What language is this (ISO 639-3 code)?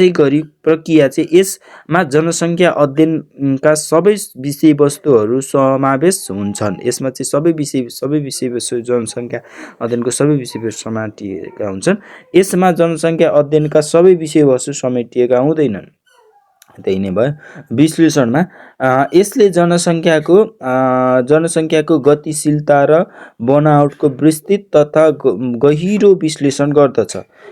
nep